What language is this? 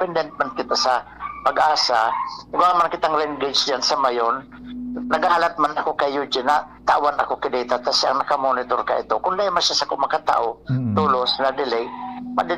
Bikol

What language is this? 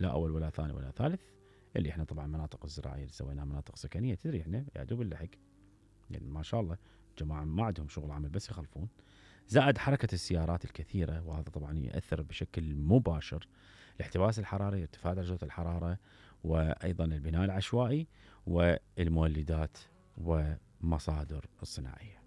Mesopotamian Arabic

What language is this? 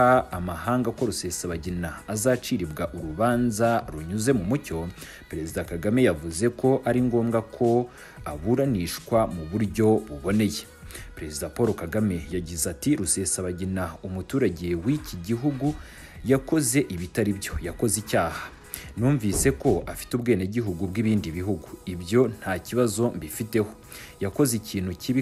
Kinyarwanda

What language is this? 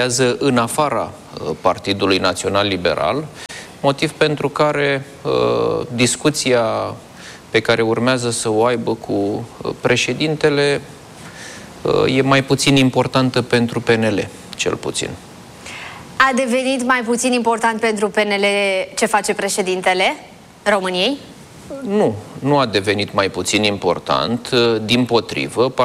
Romanian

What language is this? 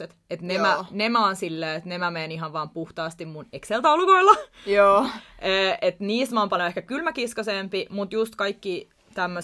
Finnish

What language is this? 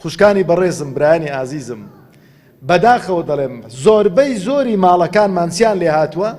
Central Kurdish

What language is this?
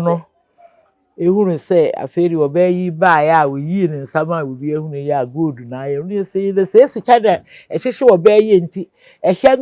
Akan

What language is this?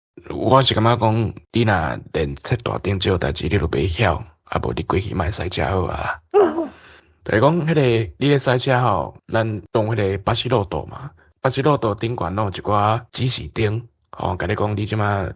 Min Nan Chinese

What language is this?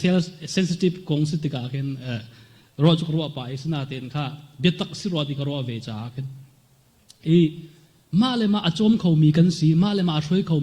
Hakha Chin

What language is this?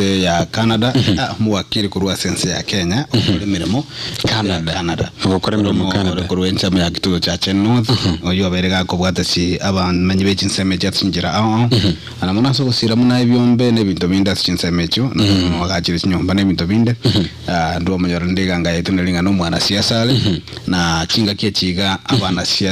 Gusii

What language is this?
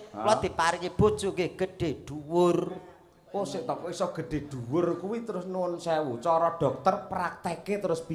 Javanese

